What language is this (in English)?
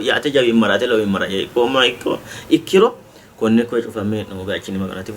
Sidamo